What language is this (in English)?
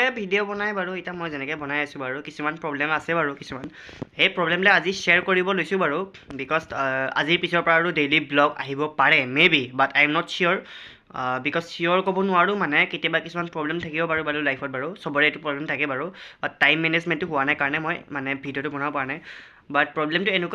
Assamese